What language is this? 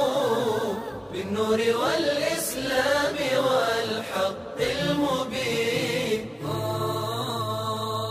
Bosnian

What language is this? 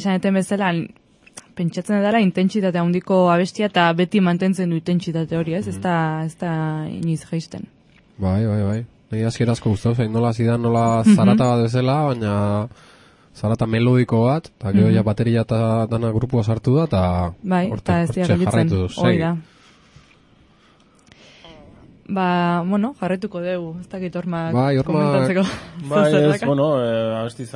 Basque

